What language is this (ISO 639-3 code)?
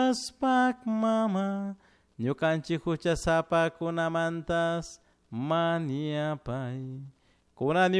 qug